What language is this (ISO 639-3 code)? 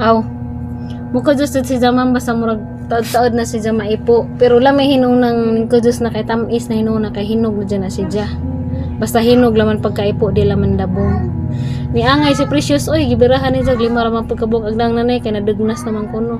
ceb